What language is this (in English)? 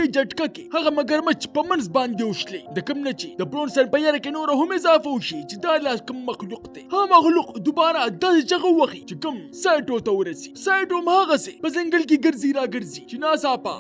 Pashto